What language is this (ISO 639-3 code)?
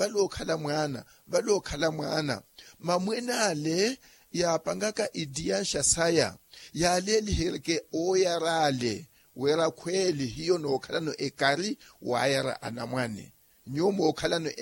vmw